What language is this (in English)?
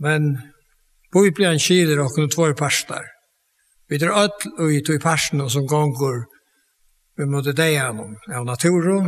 Faroese